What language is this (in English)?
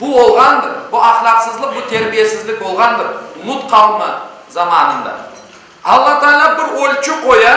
Crimean Tatar